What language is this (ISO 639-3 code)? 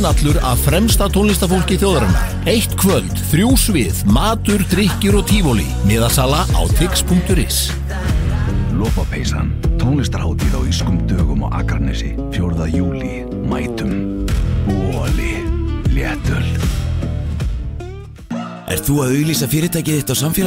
isl